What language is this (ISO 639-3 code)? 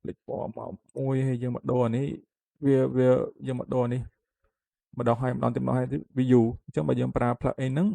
khm